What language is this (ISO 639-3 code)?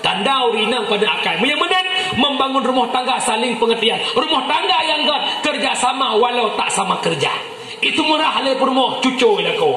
ace